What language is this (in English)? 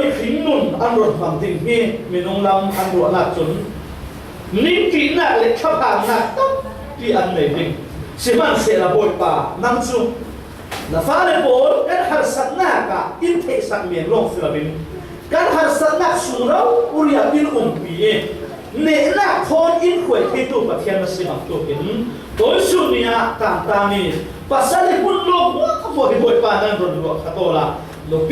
Falam Chin